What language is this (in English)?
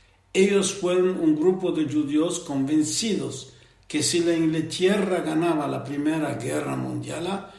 Ladino